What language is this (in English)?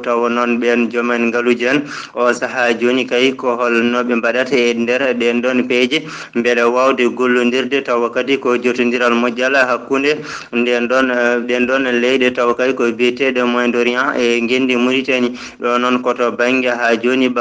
Fula